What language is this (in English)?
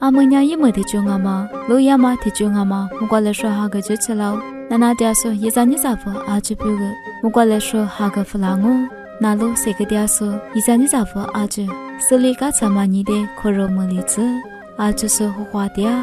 Lisu